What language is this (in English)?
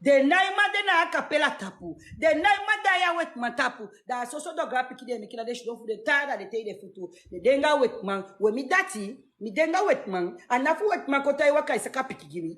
Sranan Tongo